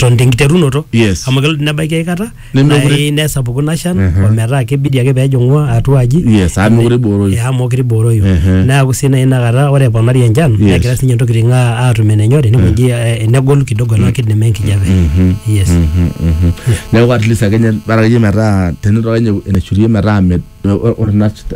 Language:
Masai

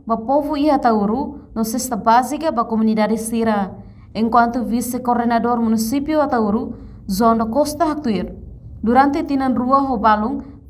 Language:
Tetum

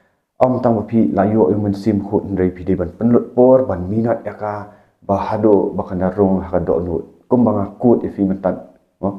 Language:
Khasi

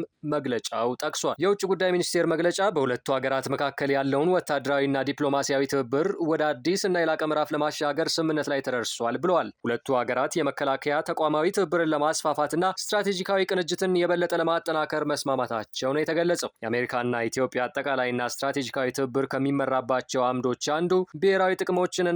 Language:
Amharic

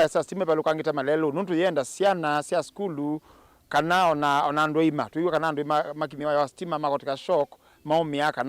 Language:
Kamba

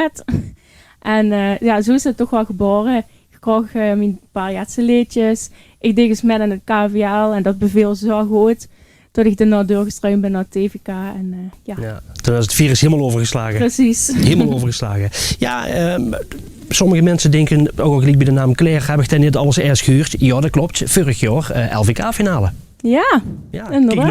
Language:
Limburgish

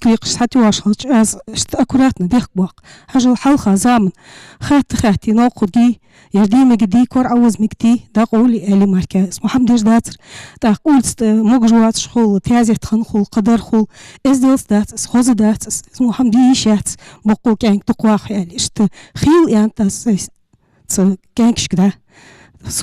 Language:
Ingush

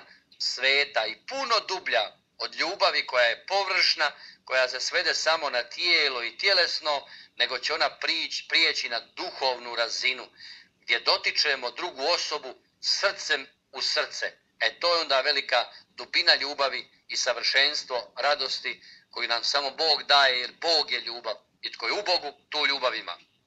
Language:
Croatian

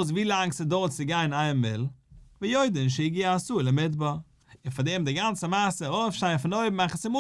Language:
Yiddish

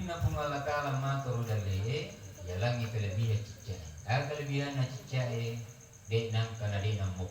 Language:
Buginese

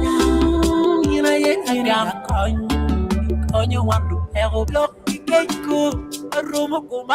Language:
Acoli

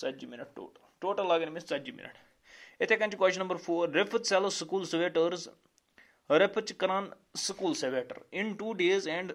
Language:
Kashmiri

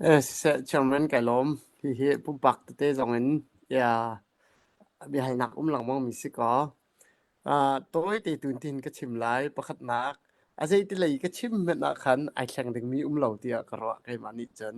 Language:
Hakha Chin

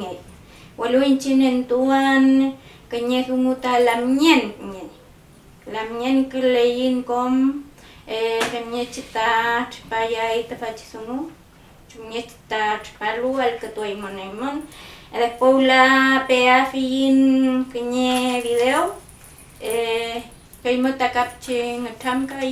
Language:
Mapuche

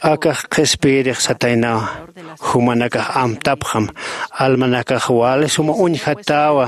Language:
Aymara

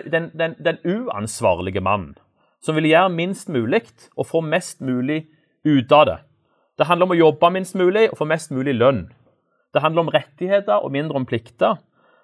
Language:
Norwegian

